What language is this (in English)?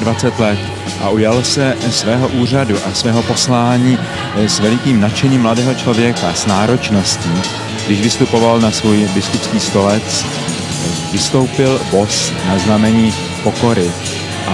Czech